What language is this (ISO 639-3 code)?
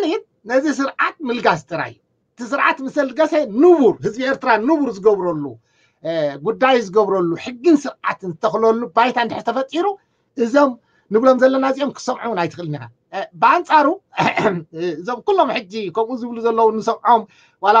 tir